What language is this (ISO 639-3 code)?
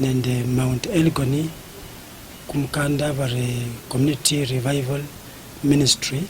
luy